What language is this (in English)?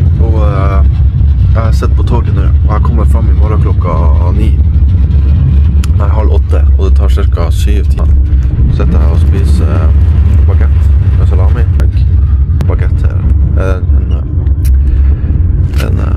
Norwegian